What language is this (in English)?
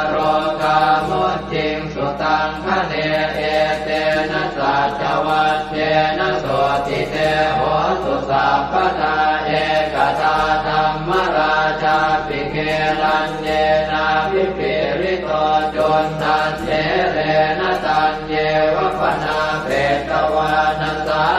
Pali